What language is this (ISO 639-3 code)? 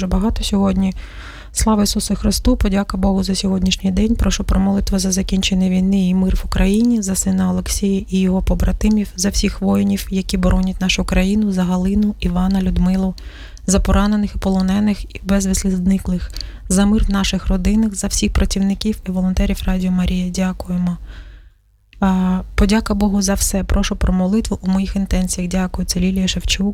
ukr